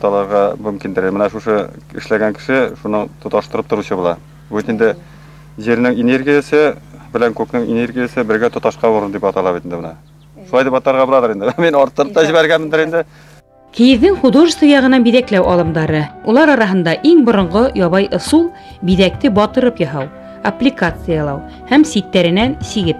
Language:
Bashkir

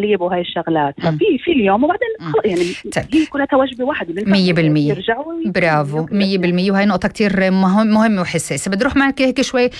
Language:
North Levantine Arabic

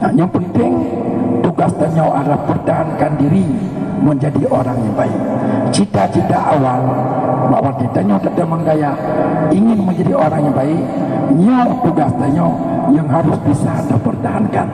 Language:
Achinese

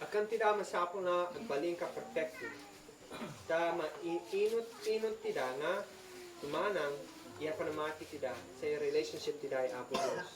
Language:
Isnag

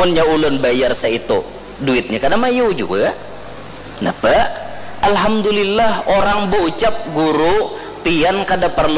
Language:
Banjar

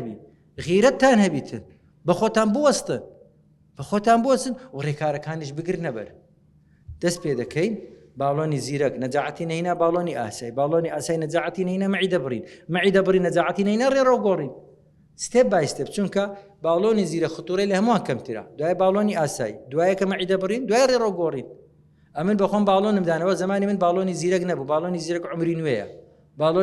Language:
Central Kurdish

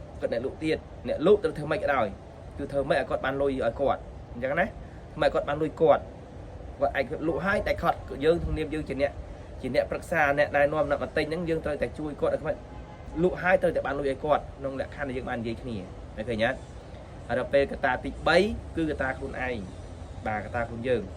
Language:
Khmer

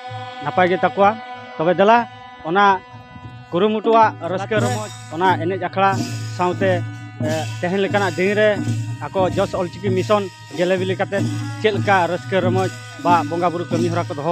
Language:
Santali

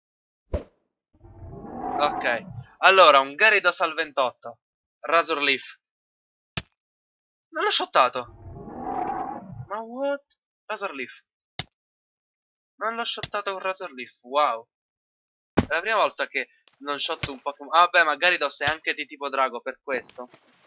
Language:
Italian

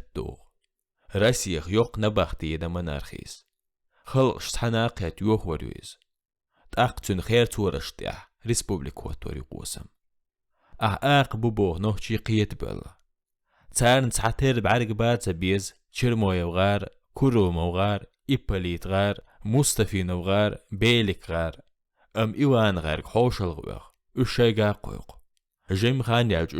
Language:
Chechen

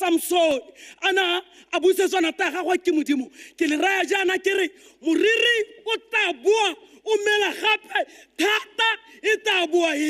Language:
Tswana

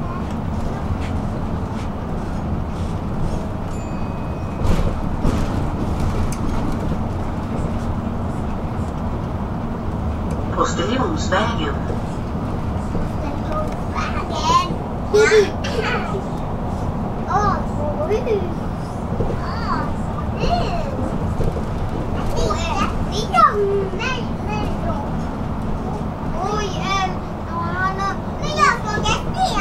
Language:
Swedish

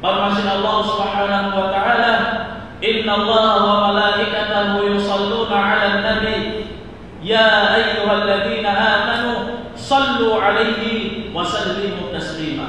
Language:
Tausug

